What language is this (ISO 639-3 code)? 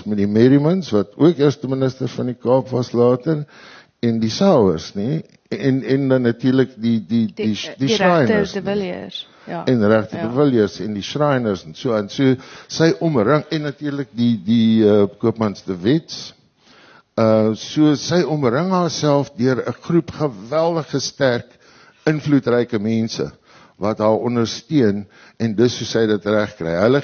afr